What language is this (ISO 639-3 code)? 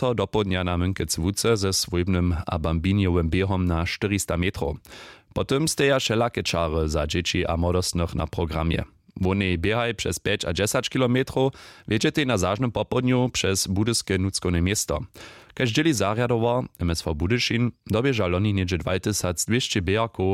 hsb